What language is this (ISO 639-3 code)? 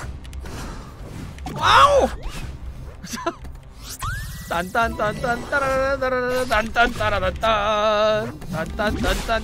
kor